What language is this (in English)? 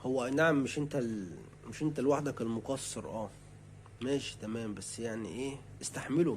Egyptian Arabic